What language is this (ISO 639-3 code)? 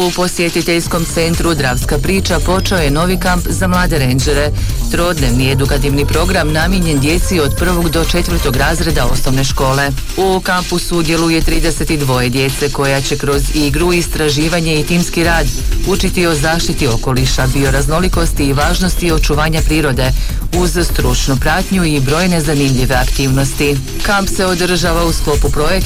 hrv